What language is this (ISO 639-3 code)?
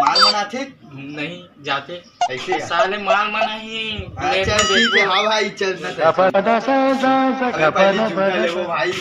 hne